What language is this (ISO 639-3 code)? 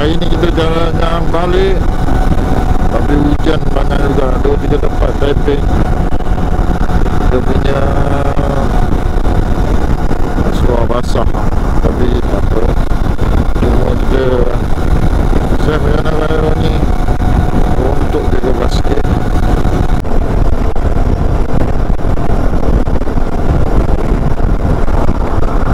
msa